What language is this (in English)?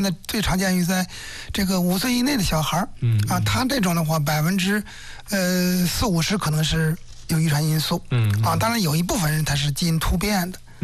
Chinese